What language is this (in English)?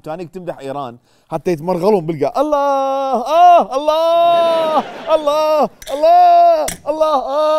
Mesopotamian Arabic